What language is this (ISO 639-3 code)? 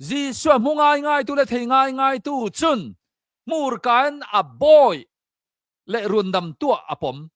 cnh